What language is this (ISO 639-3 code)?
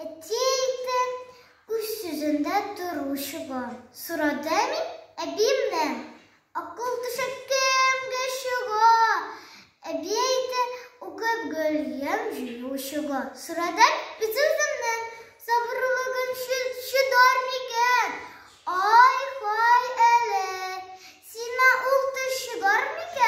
tat